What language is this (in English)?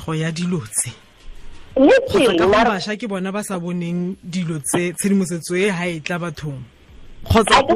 Tswana